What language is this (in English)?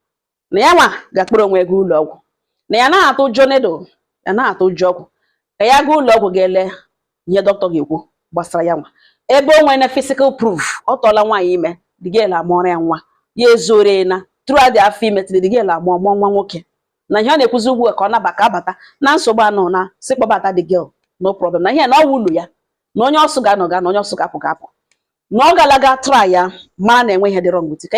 Igbo